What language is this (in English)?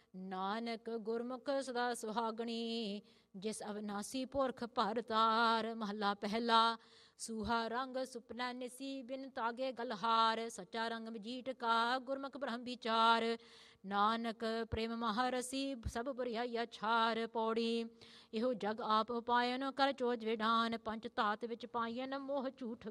Punjabi